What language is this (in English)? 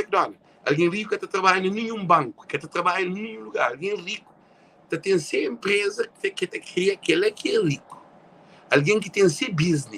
Kabuverdianu